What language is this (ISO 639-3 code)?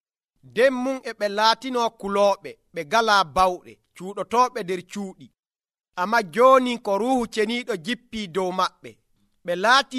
fuv